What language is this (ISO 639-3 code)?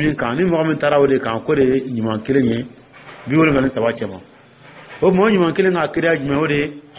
dyu